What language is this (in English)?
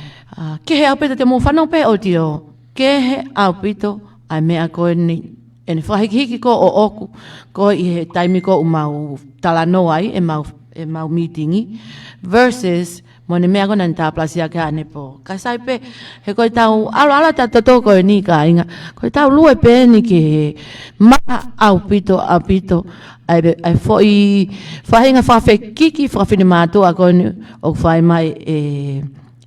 Tongan